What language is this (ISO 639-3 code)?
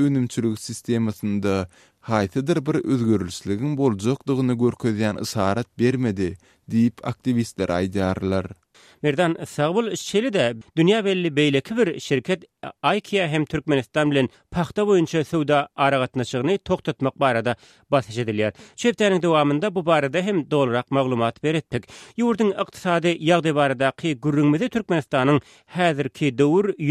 tuk